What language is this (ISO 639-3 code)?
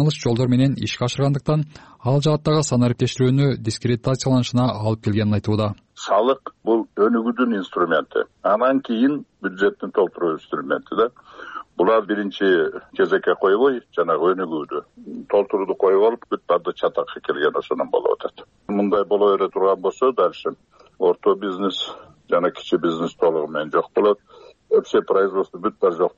kir